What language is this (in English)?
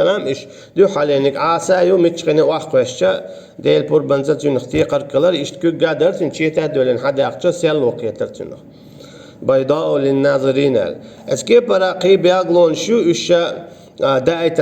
Chechen